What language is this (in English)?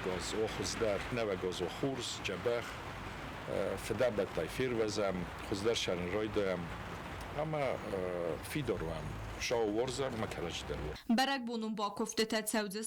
Ossetic